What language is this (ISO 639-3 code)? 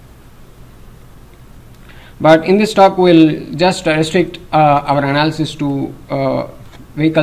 eng